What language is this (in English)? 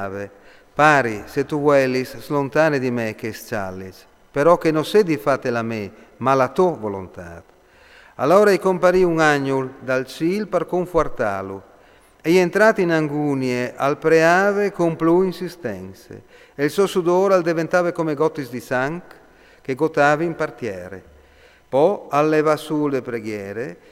Friulian